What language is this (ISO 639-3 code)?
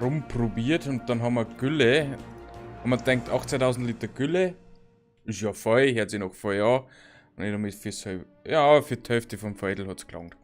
bar